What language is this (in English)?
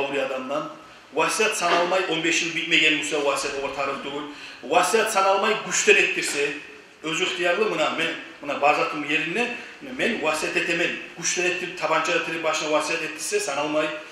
Kumyk